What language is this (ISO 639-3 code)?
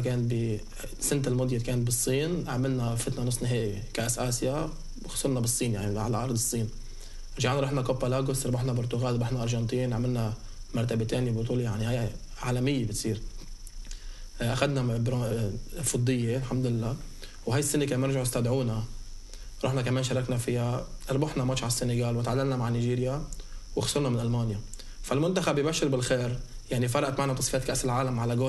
apc